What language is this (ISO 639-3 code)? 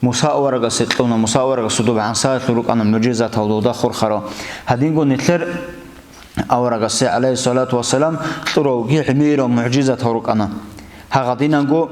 ava